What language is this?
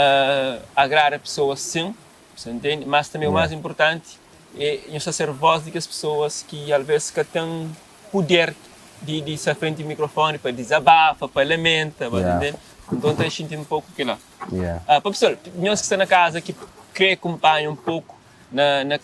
Kabuverdianu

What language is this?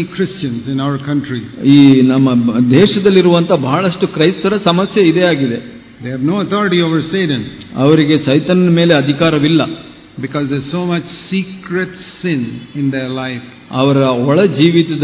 Kannada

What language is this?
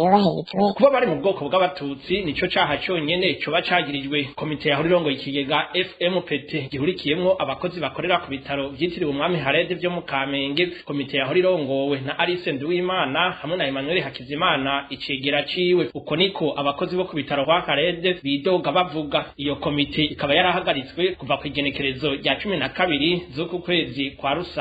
Rundi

